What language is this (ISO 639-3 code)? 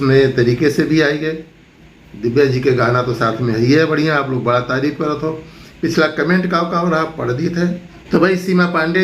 awa